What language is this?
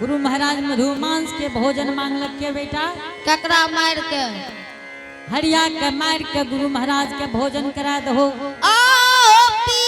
Angika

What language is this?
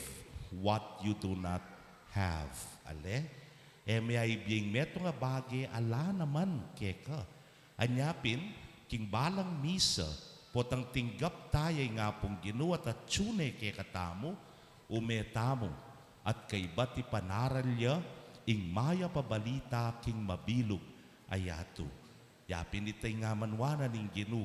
Pampanga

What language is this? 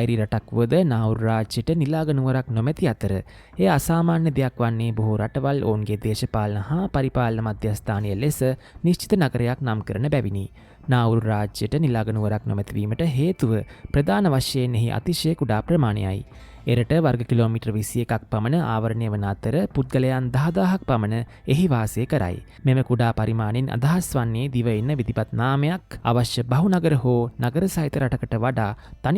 Sinhala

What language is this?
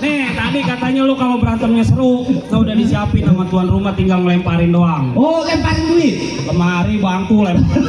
Betawi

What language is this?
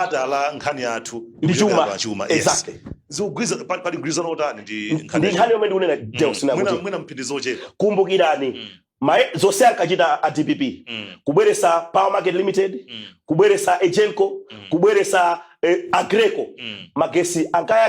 Nyanja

